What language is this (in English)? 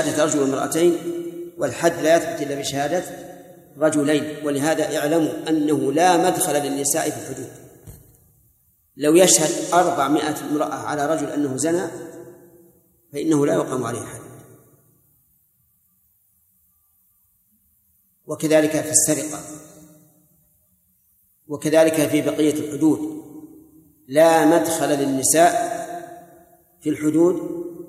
Arabic